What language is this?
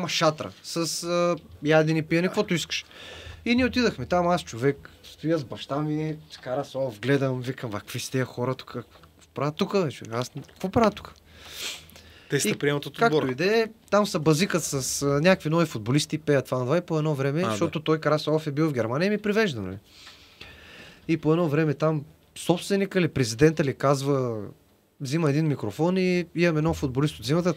Bulgarian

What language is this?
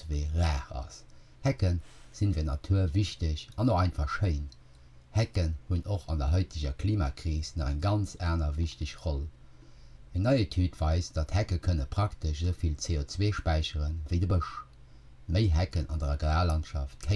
Luxembourgish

